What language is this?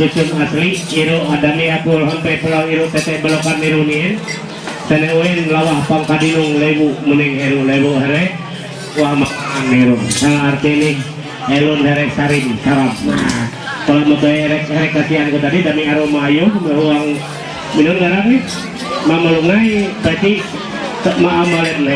Ma'anyan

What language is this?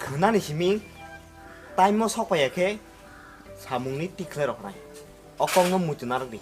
Kok Borok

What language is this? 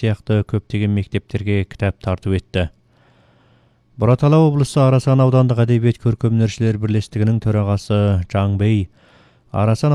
Kazakh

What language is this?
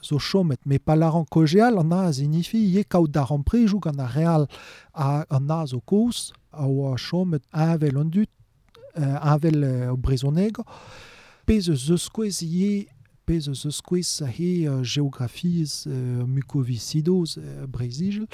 Breton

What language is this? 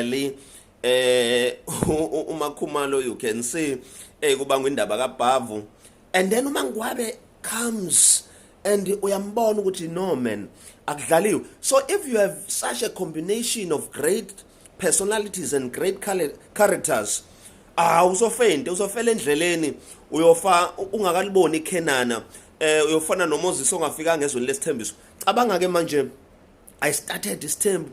Zulu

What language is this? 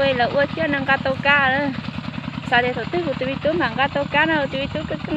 Hmong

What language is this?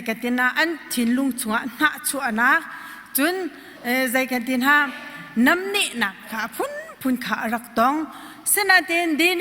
Hakha Chin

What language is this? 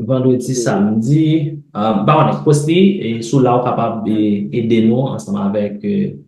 Haitian Creole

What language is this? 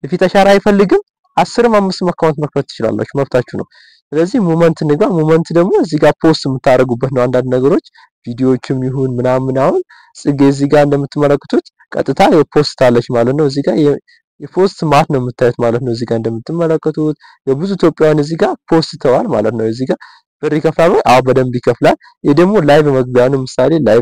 Amharic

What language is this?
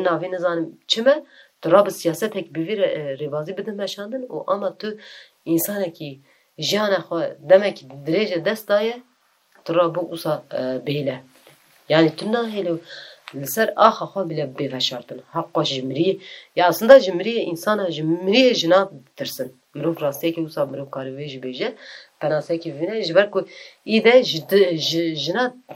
Kurdish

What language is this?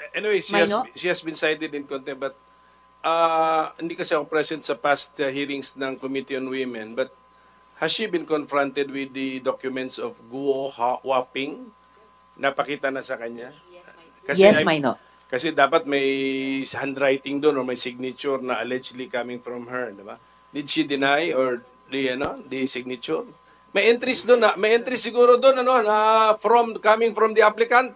Filipino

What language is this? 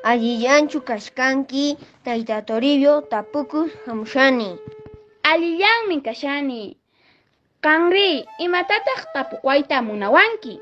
Quechua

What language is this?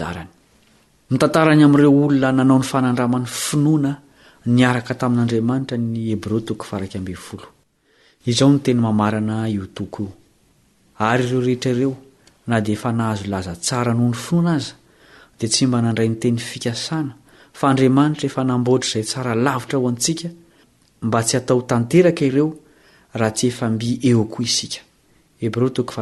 Malagasy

